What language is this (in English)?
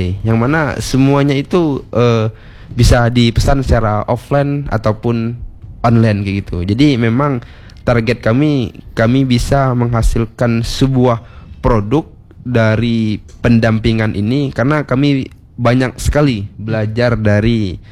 Indonesian